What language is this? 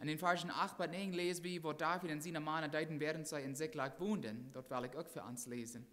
Plautdietsch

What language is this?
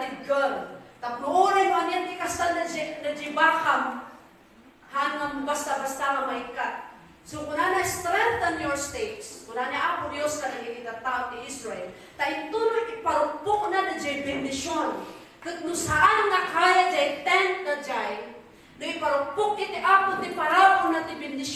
Iloko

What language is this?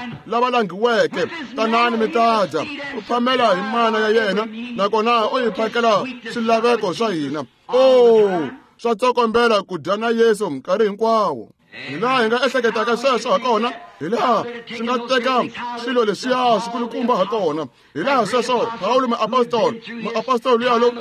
Tsonga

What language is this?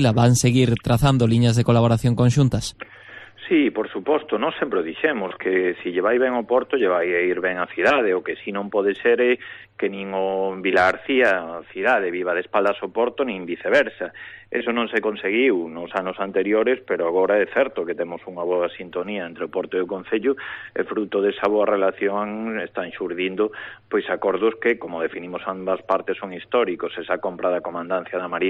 Galician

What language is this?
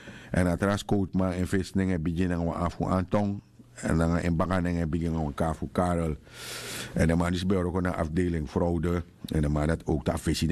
Sranan Tongo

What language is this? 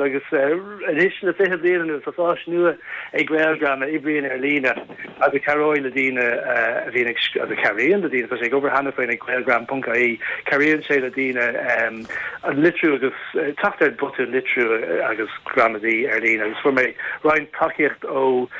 Irish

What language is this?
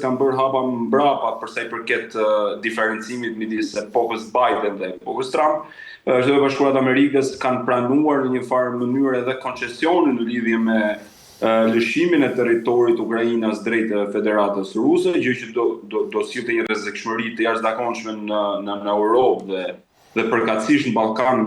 Albanian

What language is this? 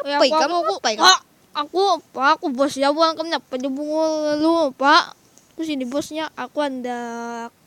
Banjar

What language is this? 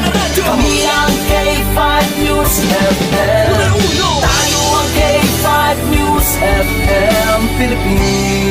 Hiligaynon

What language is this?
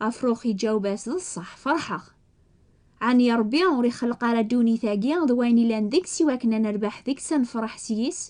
Kabyle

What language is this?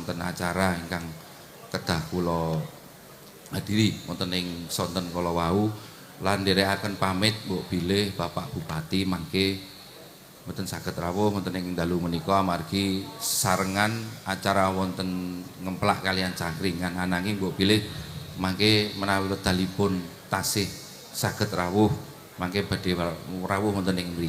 Javanese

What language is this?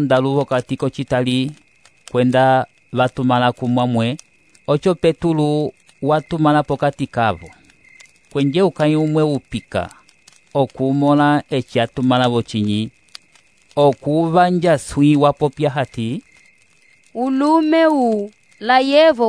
Umbundu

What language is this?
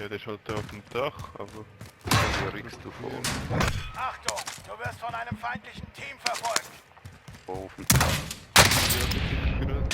Swiss German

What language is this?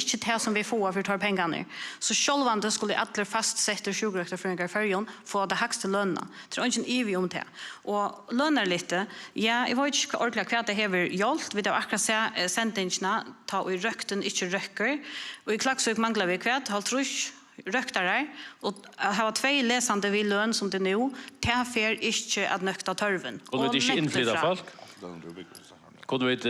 Faroese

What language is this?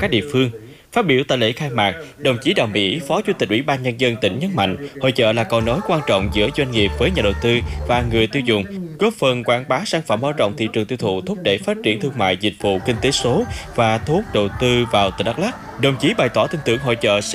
Vietnamese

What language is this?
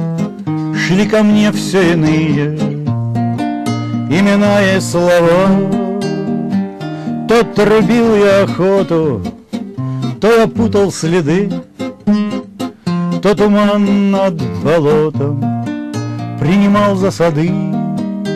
Russian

